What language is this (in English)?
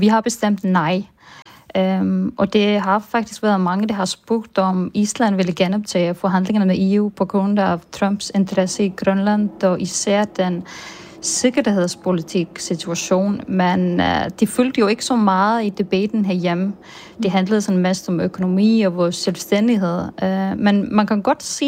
Danish